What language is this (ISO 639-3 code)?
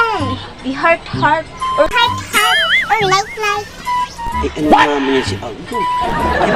bik